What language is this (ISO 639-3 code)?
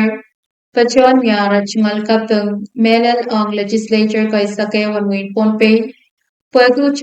pon